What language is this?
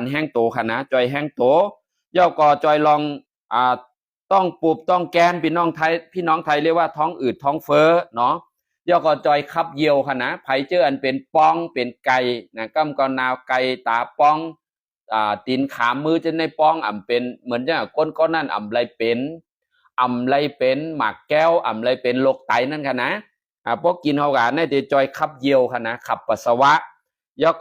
Shan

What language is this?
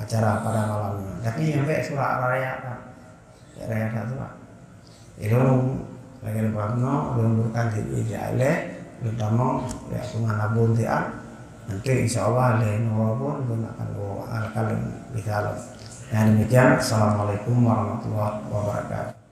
Achinese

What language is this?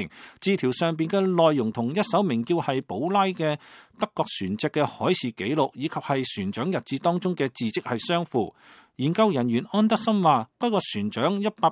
Cantonese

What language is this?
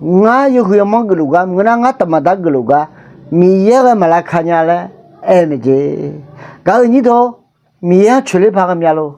Akha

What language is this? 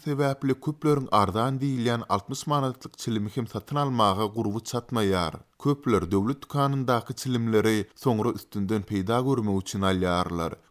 Turkmen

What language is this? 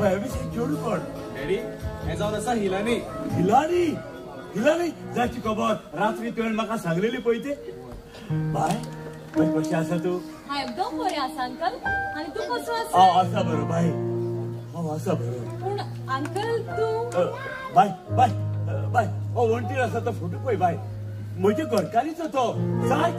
Konkani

